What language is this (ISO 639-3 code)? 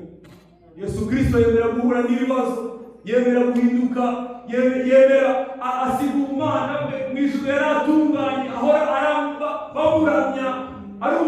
kin